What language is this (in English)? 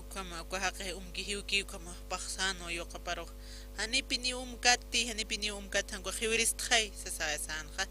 Aymara